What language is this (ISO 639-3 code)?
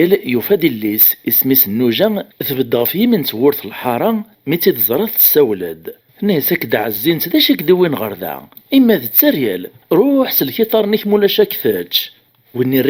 kab